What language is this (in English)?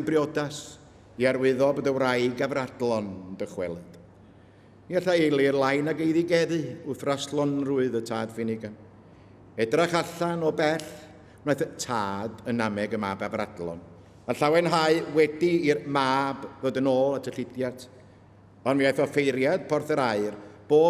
Welsh